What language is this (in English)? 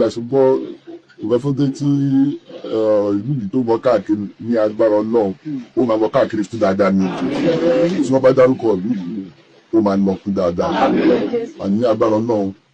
Yoruba